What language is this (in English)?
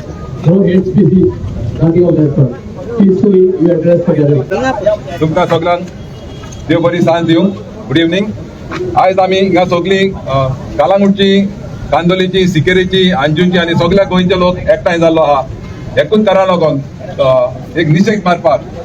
Konkani